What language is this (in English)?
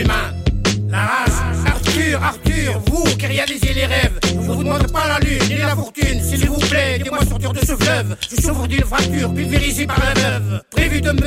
French